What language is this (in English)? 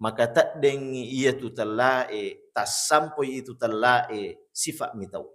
Buginese